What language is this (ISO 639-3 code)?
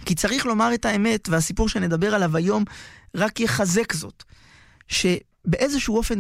heb